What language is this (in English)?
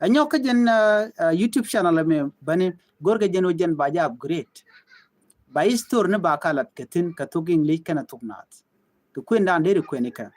Nuer